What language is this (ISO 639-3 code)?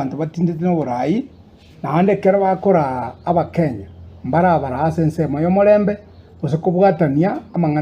guz